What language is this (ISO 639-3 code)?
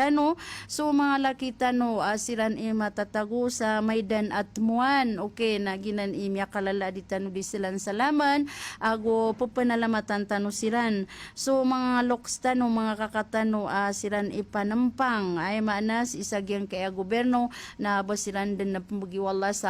mrw